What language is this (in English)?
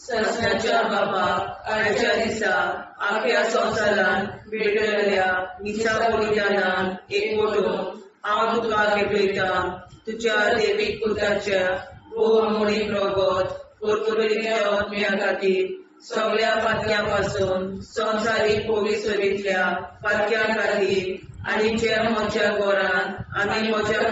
Konkani